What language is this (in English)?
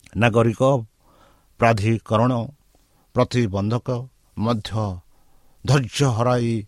Odia